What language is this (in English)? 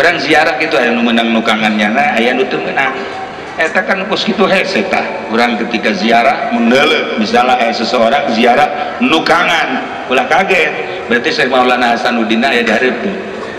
Sundanese